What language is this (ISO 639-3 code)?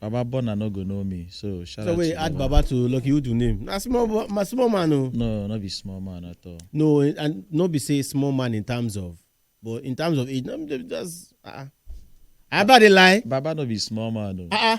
pcm